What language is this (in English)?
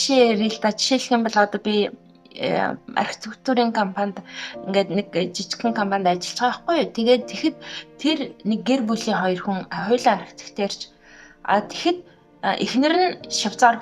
Mongolian